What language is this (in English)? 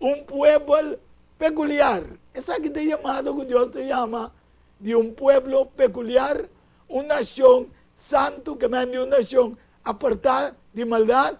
Papiamento